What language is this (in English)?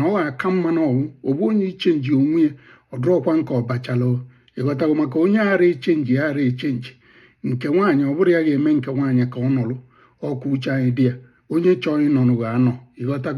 Igbo